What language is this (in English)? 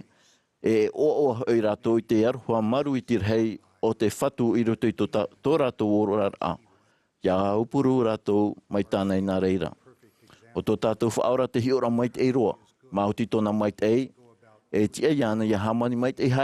Tahitian